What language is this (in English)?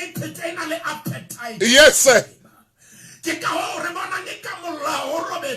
Southern Sotho